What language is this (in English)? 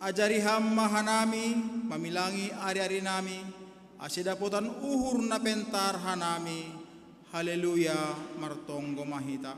Batak Simalungun